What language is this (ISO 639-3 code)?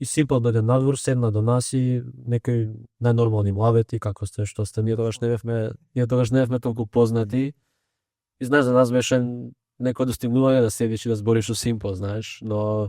mkd